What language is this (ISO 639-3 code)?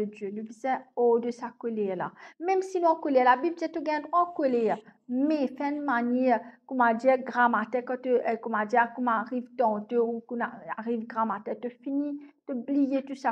mfe